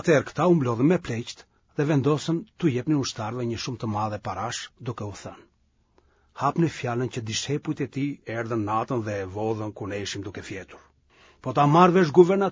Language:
Albanian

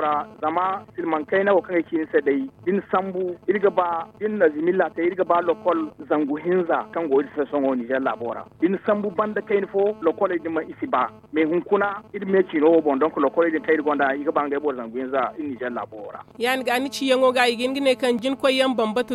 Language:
Zarma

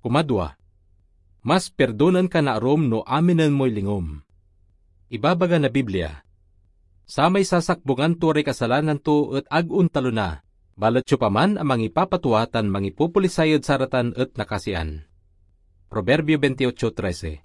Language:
Pangasinan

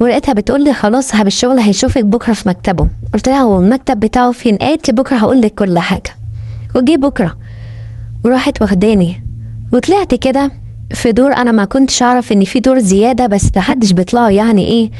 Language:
Egyptian Arabic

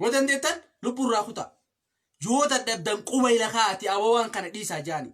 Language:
Oromo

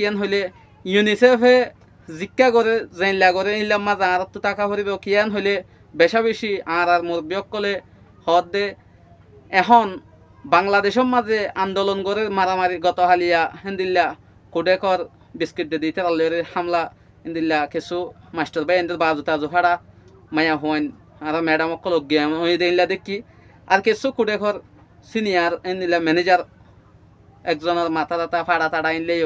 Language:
Rohingya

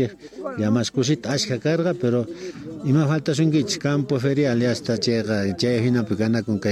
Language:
South Bolivian Quechua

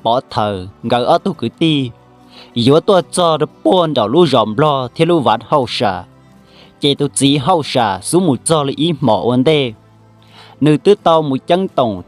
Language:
Hmong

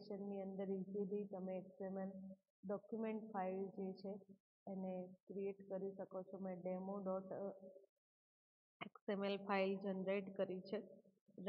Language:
Gujarati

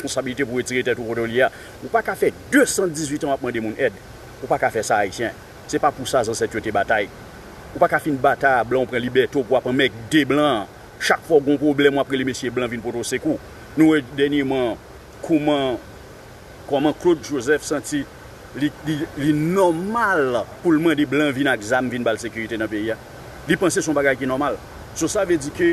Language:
Haitian Creole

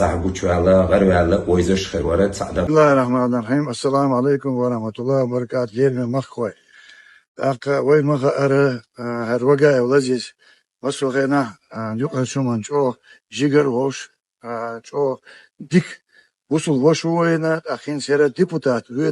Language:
Chechen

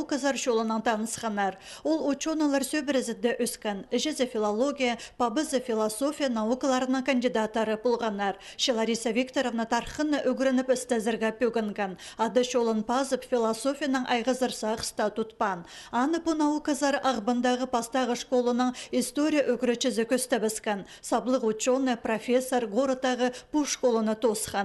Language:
Khakas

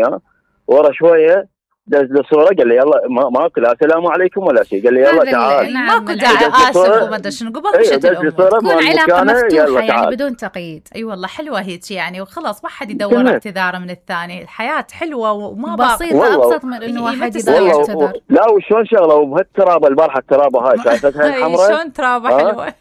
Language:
Mesopotamian Arabic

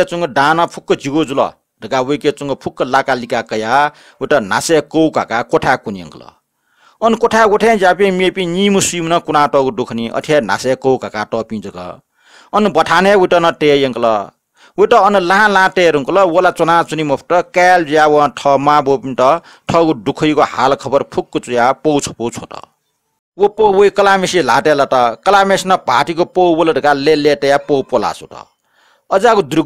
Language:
Newari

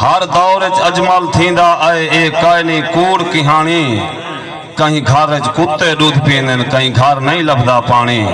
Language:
Saraiki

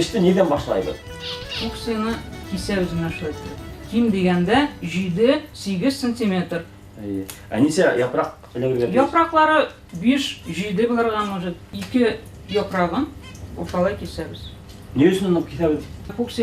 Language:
Bashkir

